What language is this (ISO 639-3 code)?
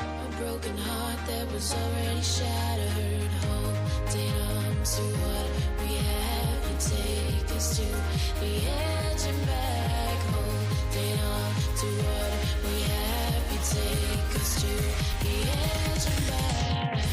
mjw